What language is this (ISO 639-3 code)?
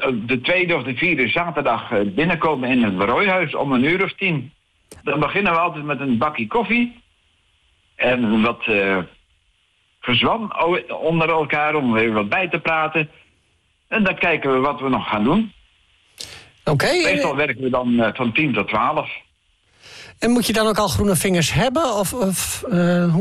nld